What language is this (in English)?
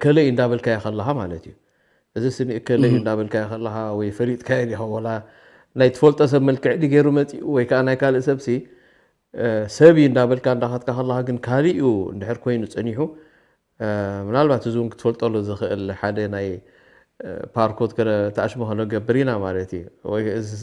Tigrinya